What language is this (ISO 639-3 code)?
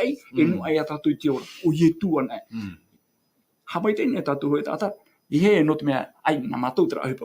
tah